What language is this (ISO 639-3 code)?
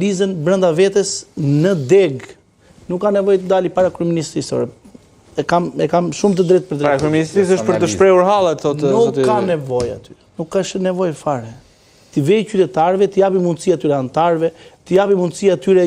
sqi